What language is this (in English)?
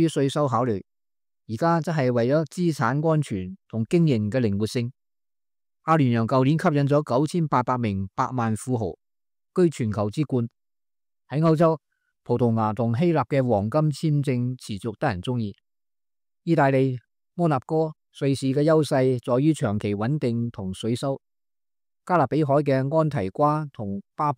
Cantonese